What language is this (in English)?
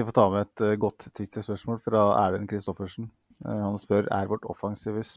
Norwegian